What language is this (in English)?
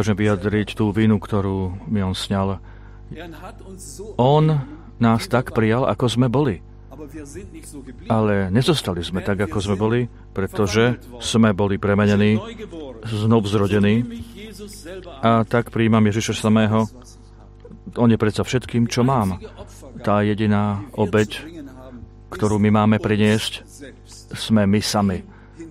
Slovak